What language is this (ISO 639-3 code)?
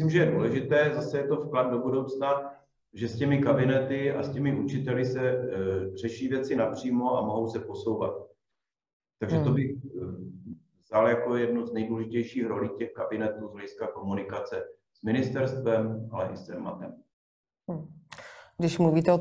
ces